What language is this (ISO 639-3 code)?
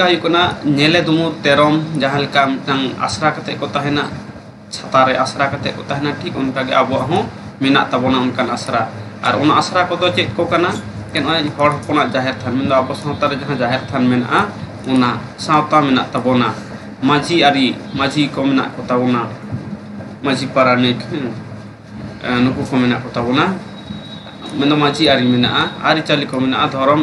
sat